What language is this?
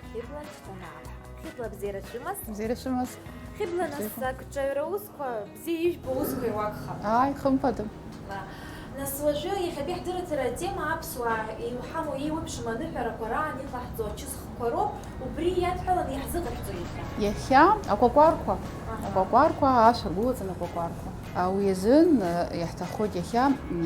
Abkhazian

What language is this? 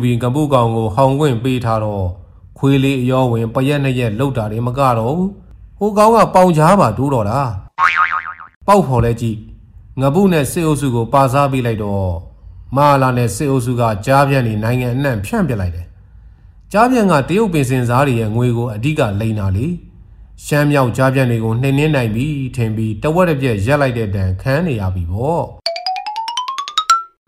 Burmese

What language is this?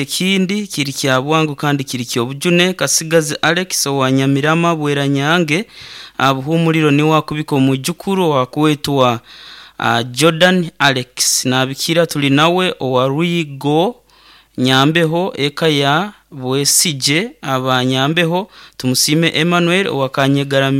Nyoro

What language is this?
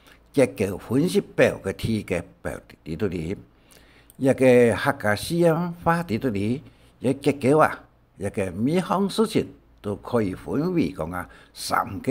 Hakka Chinese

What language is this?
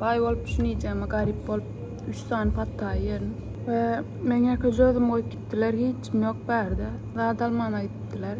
Turkmen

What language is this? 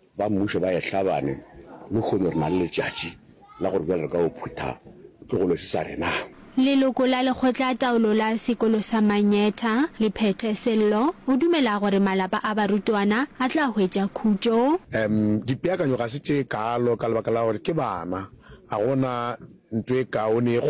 Northern Sotho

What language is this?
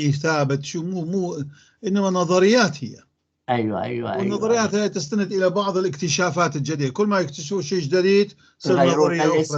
North Levantine Arabic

